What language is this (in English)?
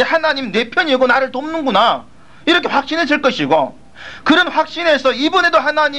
Korean